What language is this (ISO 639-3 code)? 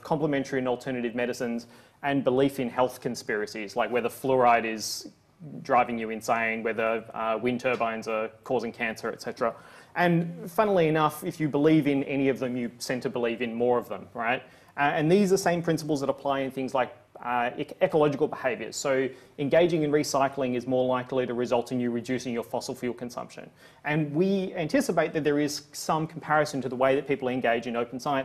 eng